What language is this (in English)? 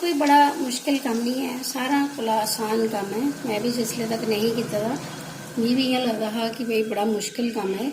Dogri